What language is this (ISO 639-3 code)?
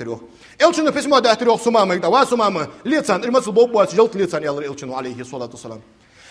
inh